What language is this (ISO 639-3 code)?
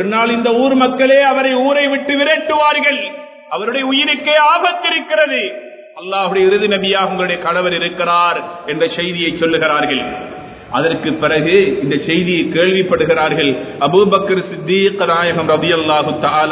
tam